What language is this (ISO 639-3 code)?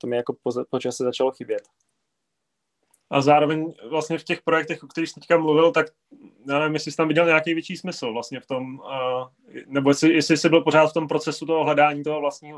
ces